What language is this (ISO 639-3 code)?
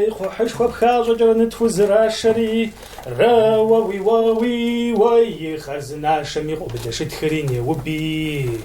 kbd